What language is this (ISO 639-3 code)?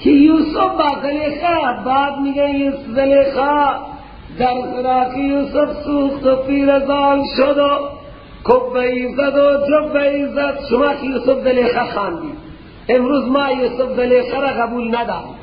fas